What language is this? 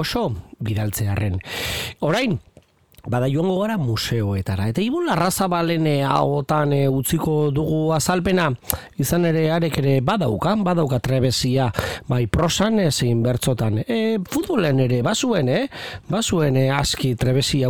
Basque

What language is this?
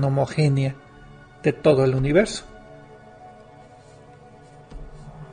Spanish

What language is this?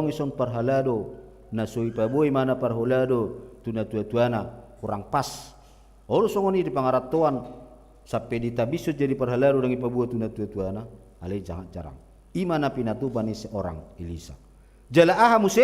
Batak Toba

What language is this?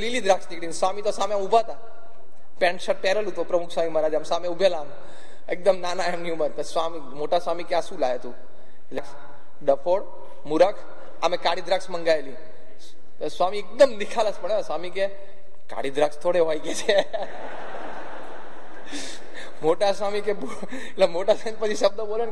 Gujarati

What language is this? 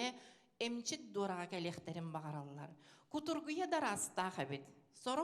Yakut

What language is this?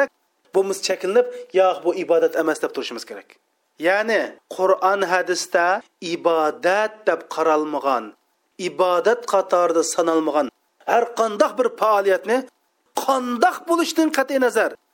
Uyghur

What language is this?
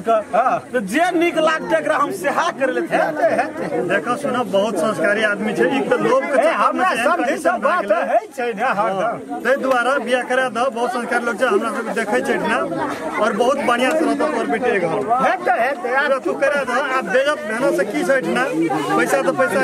Maithili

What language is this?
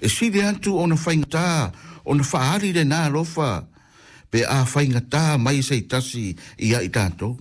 Samoan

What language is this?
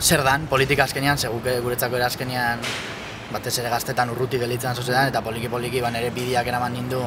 Basque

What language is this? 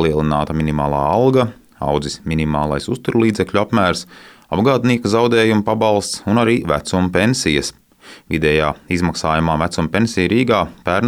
Latvian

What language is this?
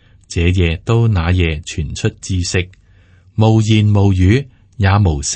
Cantonese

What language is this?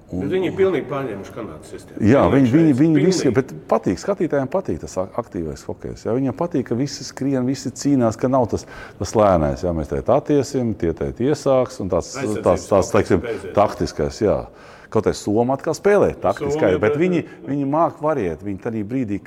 Latvian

